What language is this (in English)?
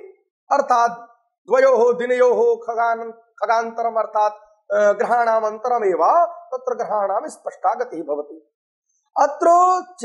Sanskrit